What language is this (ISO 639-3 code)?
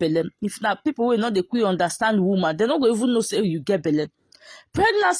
pcm